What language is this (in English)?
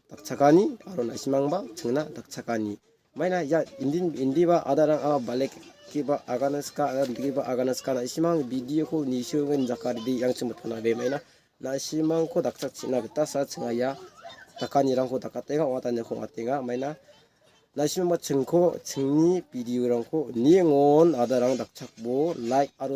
Garo